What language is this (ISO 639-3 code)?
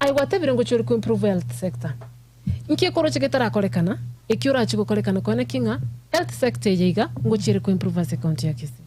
guz